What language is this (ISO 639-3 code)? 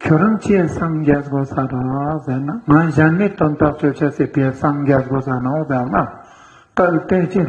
lbj